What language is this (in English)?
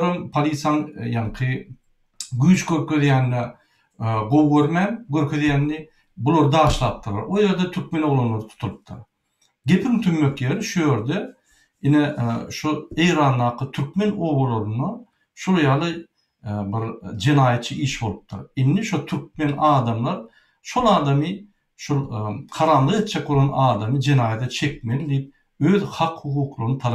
Turkmen